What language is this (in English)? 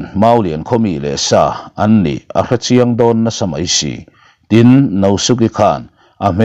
Mizo